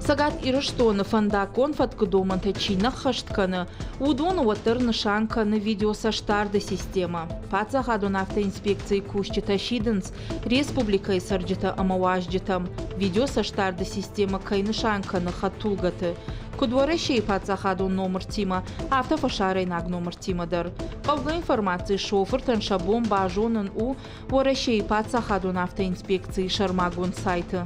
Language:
Ossetic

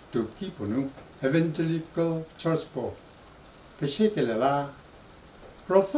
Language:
Angami Naga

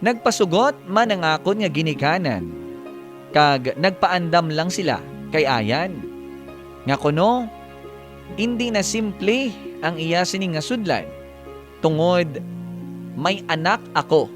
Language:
Hiligaynon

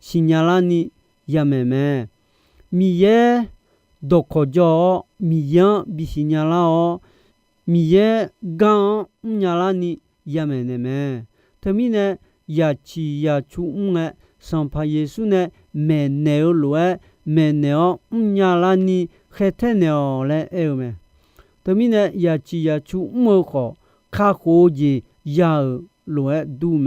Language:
Akha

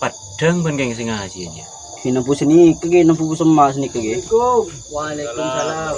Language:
Madurese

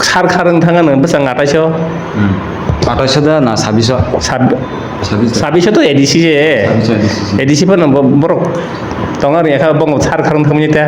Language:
Kok Borok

